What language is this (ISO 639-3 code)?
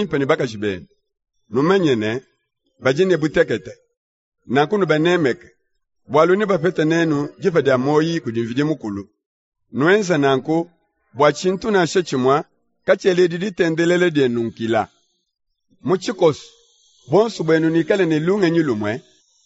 lua